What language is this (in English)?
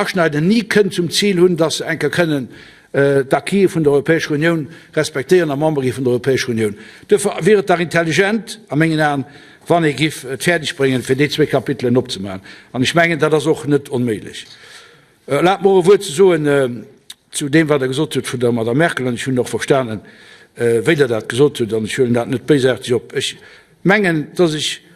Luxembourgish